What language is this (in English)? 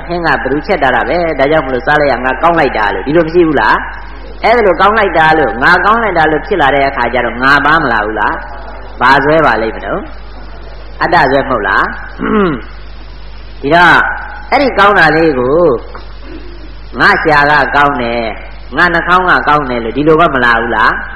Burmese